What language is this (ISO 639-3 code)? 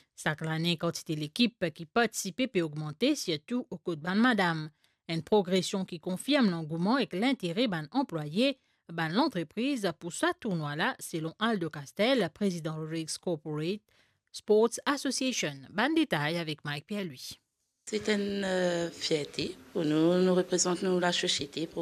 mfe